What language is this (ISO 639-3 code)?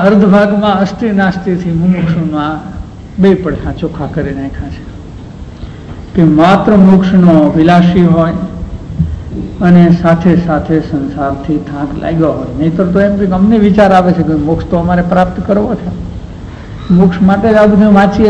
guj